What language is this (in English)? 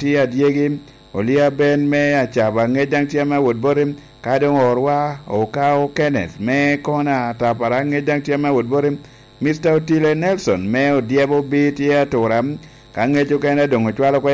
Lango (Uganda)